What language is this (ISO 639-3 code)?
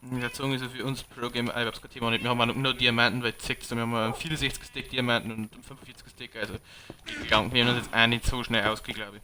bar